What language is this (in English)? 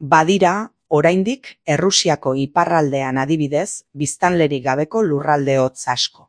Basque